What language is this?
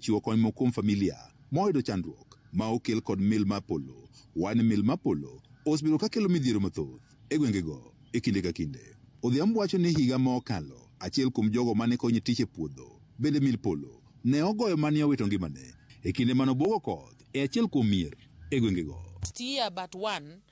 Luo (Kenya and Tanzania)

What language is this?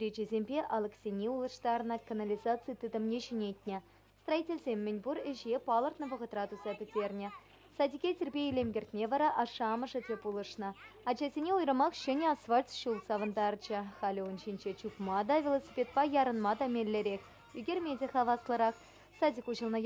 Chuvash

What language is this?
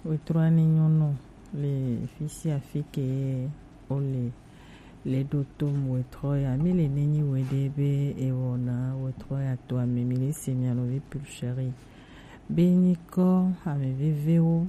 Gen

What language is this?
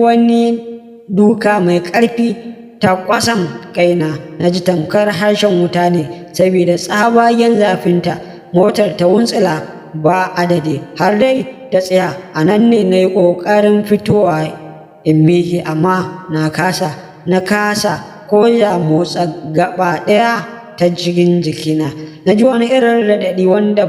Hausa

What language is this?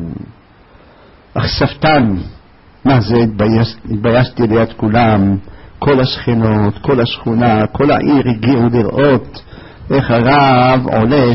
Hebrew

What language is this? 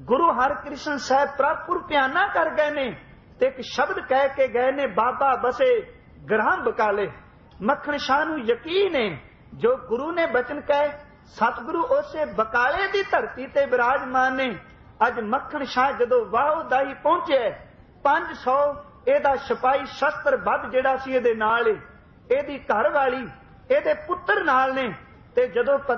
Punjabi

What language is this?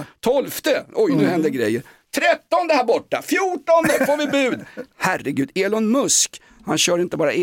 Swedish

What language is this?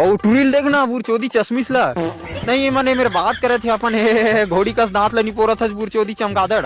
Chhattisgarhi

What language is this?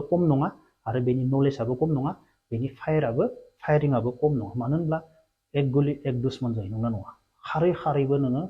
Bodo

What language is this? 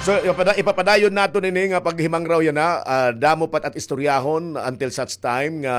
Waray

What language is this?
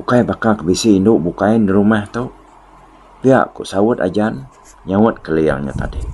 Iban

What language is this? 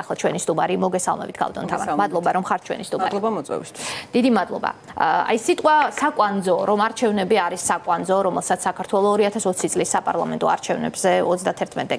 Georgian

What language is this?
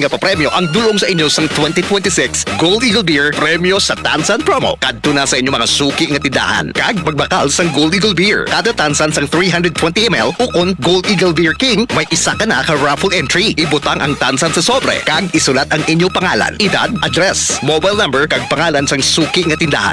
Hiligaynon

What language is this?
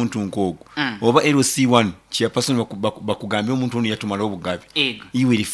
Nyoro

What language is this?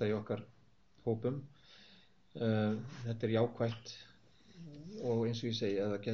Icelandic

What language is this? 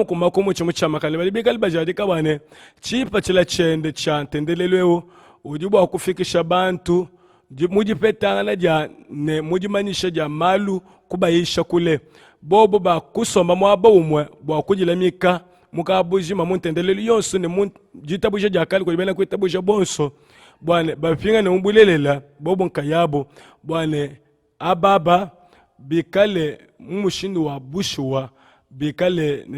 Luba-Lulua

